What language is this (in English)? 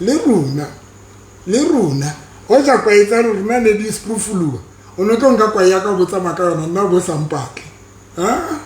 Southern Sotho